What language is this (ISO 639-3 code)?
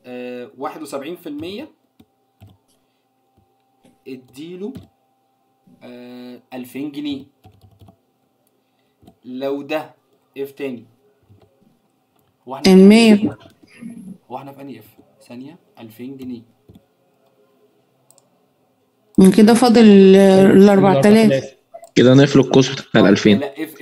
arz